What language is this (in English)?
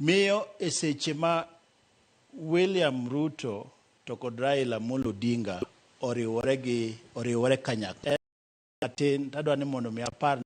Luo (Kenya and Tanzania)